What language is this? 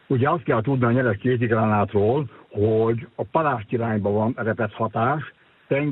Hungarian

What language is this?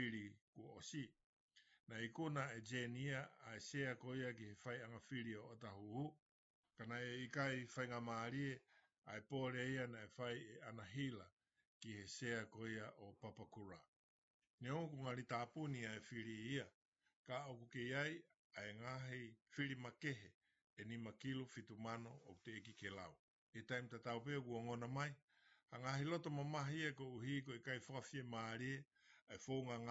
Tongan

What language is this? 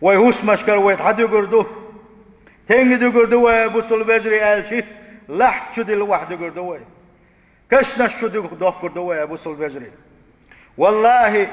Chechen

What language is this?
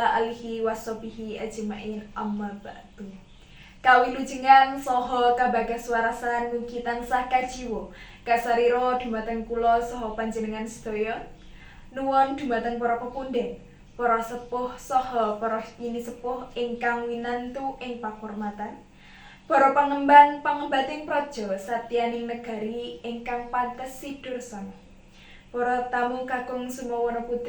Javanese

